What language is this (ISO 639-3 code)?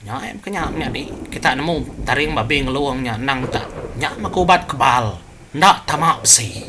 iba